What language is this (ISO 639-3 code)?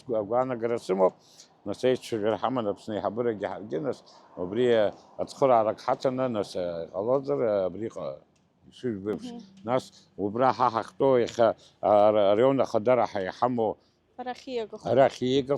abk